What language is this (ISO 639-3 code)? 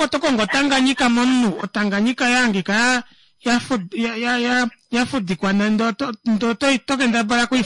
kua